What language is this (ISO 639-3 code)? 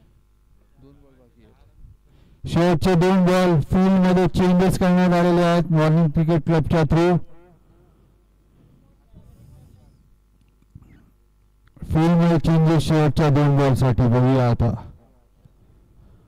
mar